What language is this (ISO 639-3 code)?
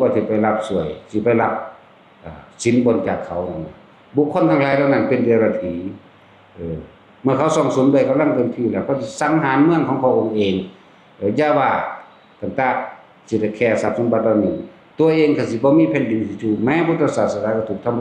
tts